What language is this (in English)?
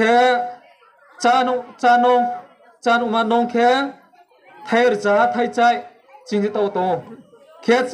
Riang (India)